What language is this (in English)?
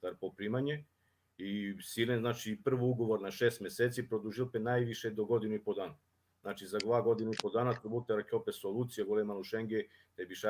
Balkan Romani